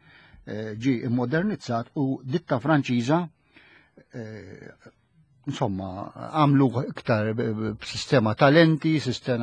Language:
Maltese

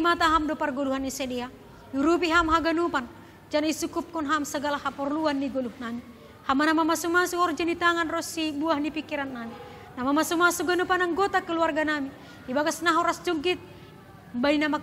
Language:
Batak Simalungun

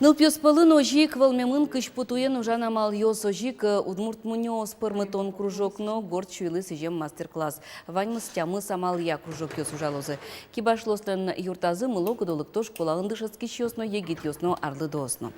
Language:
Udmurt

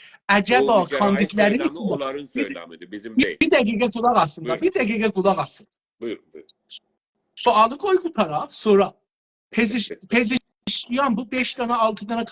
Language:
South Azerbaijani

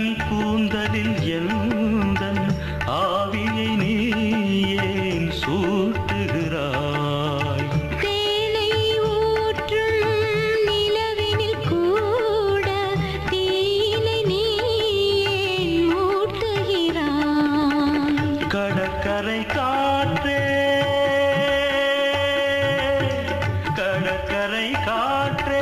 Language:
Tamil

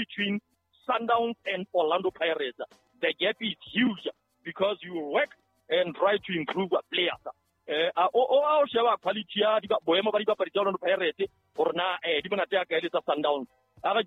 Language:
Southern Sotho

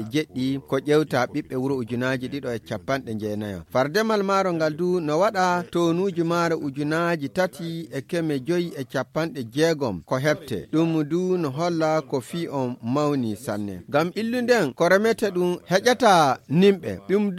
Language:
Nigerian Fulfulde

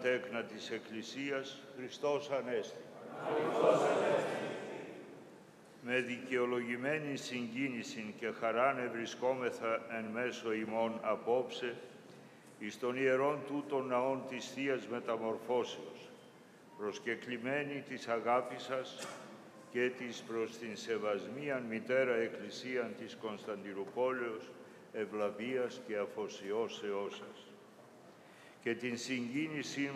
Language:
Greek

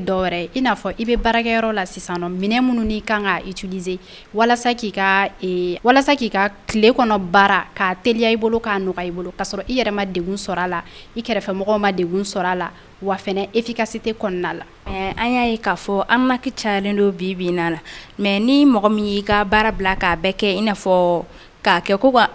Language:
Bambara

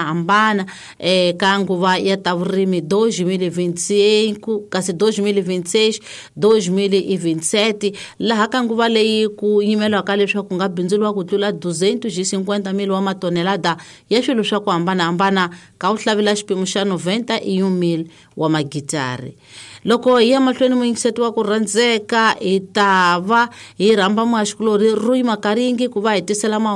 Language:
Tsonga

